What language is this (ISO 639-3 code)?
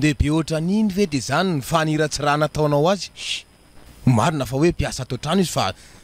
mlg